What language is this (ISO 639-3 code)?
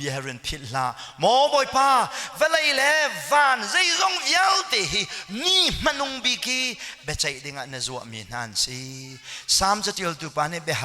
cnh